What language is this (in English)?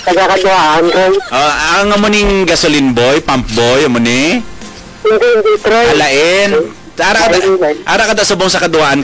Hiligaynon